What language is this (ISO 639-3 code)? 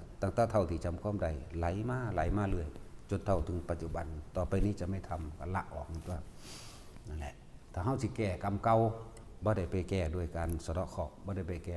tts